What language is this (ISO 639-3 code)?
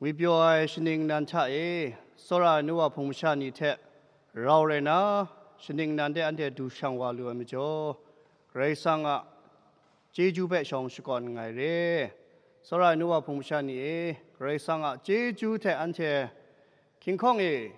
kac